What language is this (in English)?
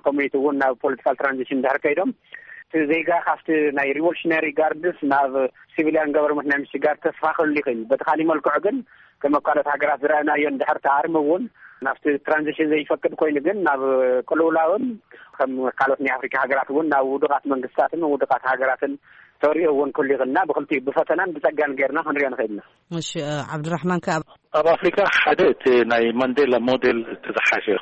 Tigrinya